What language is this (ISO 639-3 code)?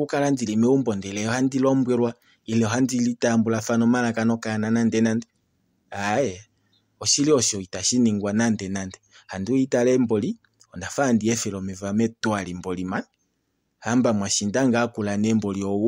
kua